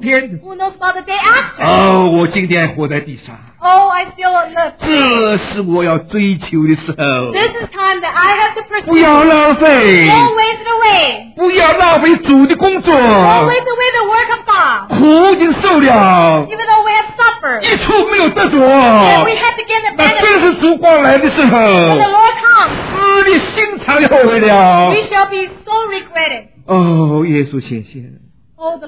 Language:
Chinese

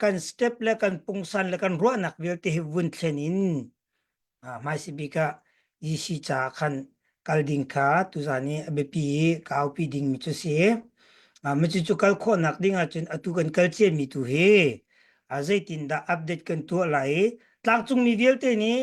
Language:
Hakha Chin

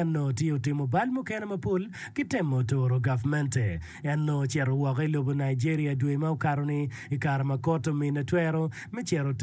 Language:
Acoli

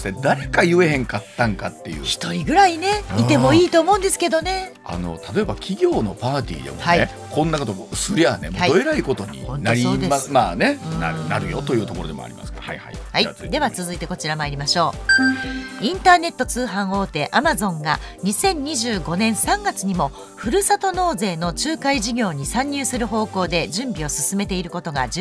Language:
Japanese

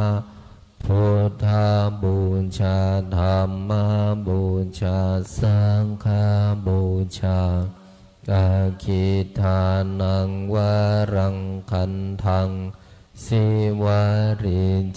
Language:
Pali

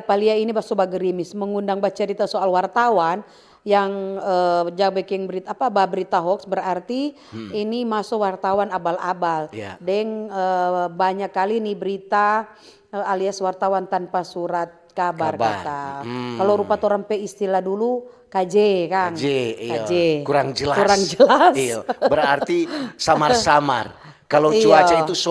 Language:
Manado Malay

